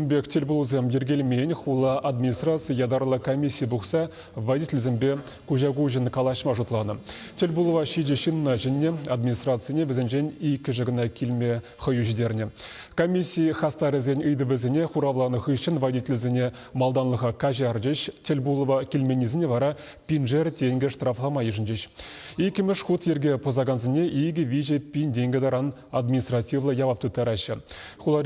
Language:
Chuvash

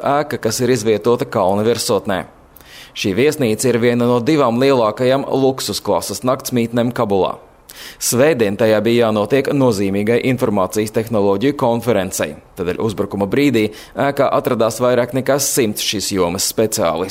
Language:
Latvian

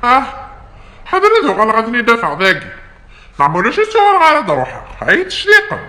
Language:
Kabyle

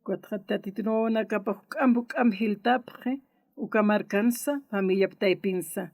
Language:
Aymara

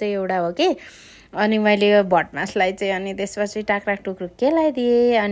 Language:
Nepali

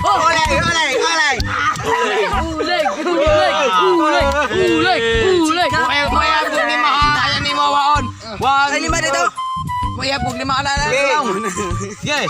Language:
Cebuano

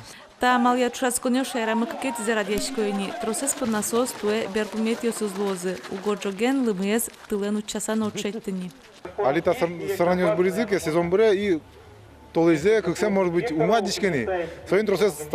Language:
Udmurt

